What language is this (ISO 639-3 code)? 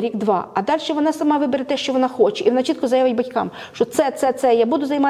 ukr